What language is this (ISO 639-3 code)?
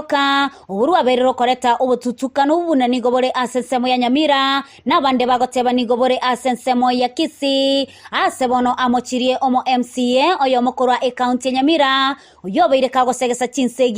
guz